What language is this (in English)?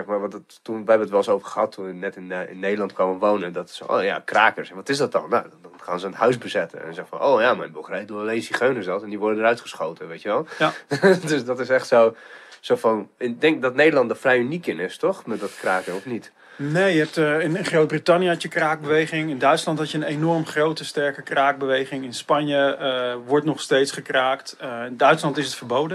Dutch